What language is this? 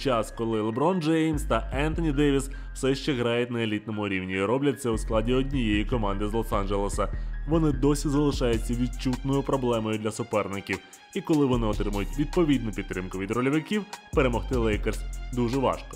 Ukrainian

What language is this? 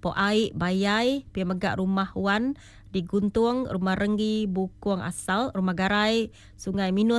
Iban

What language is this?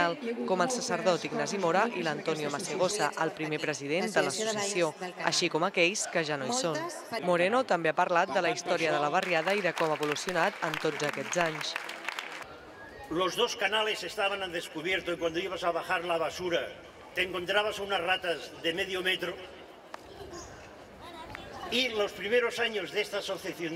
Catalan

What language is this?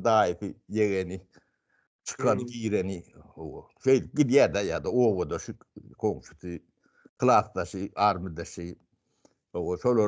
Turkmen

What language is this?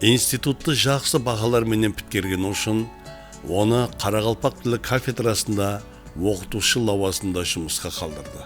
Kara-Kalpak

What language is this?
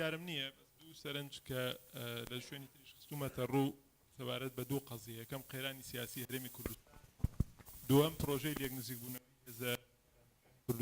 Central Kurdish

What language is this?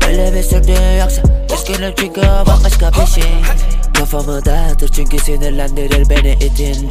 Turkish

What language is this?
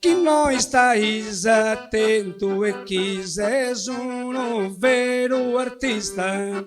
Sardinian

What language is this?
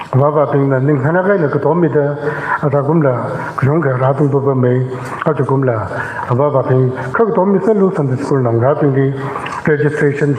Tangkhul Naga (India)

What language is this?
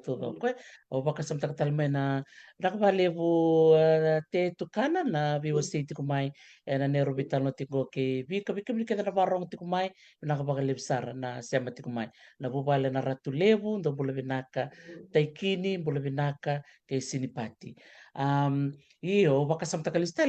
Fijian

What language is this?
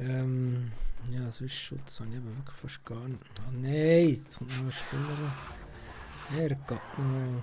Swiss German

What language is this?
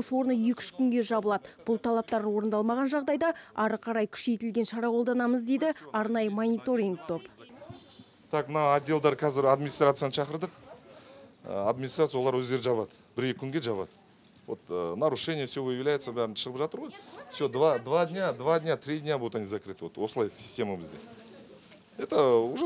Kazakh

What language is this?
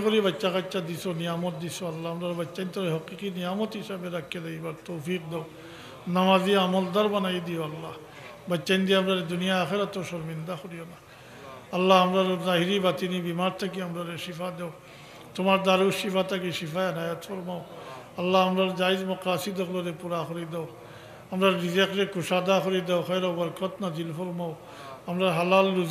Sylheti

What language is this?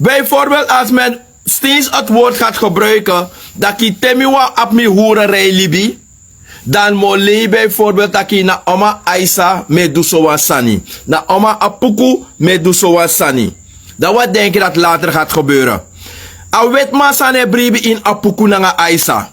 Sranan Tongo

